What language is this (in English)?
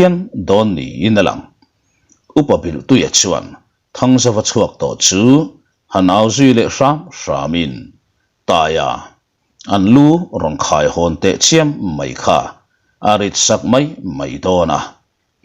Mizo